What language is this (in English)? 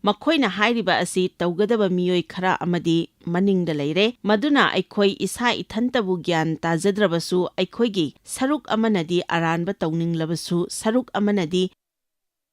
Manipuri